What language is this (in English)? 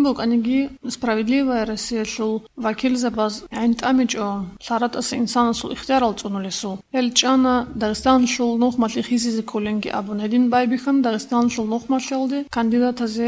Avaric